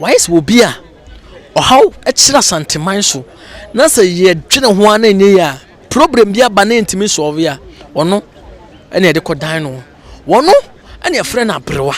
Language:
Akan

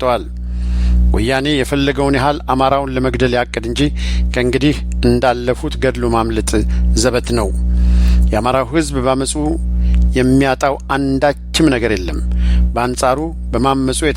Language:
Amharic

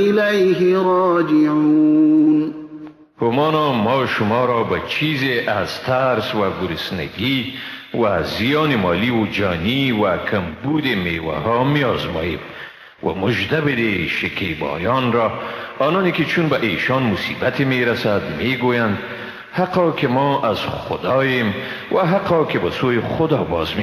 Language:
Persian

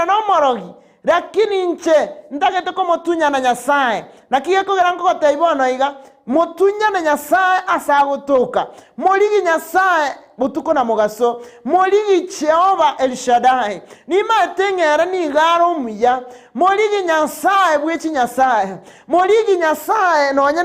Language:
Gusii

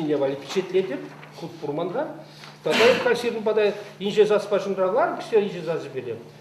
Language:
Chuvash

